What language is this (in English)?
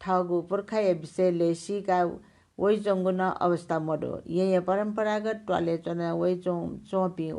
Newari